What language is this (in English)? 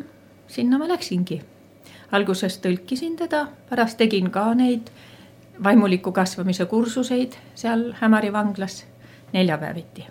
Estonian